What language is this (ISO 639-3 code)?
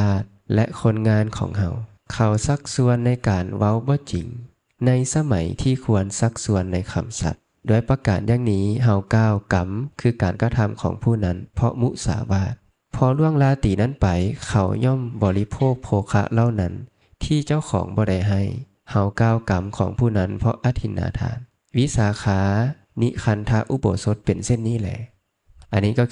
lao